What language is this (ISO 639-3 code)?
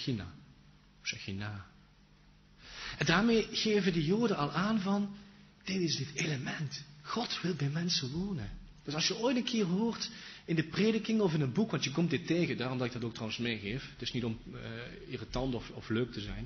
nld